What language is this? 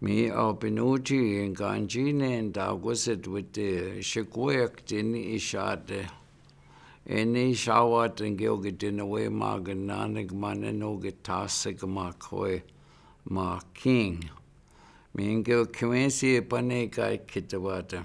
Chippewa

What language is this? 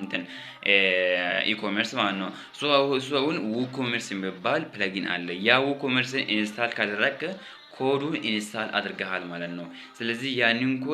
Amharic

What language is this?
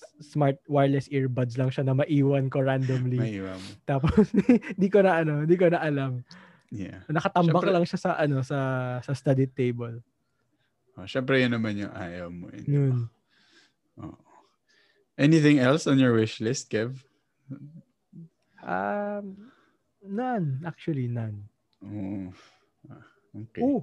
Filipino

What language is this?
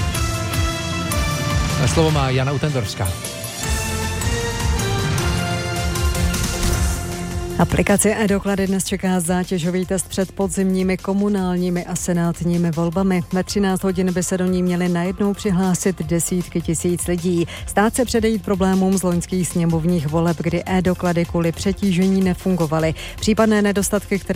Czech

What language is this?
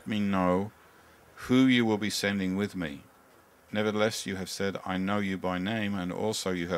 English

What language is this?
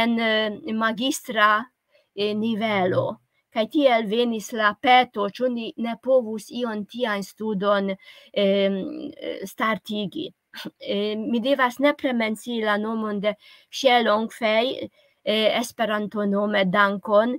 Esperanto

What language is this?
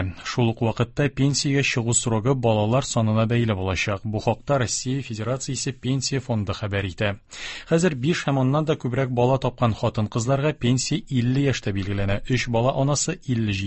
Tatar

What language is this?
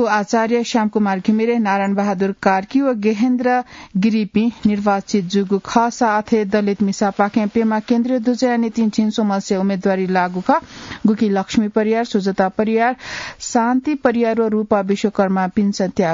Newari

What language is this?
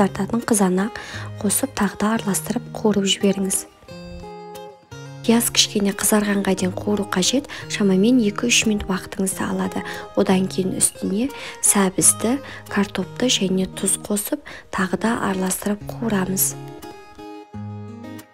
Kazakh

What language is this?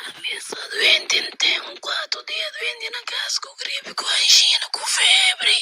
Kabuverdianu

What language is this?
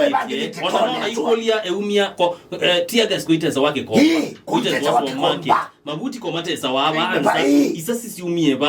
Kamba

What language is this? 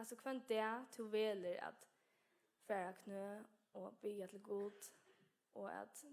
Faroese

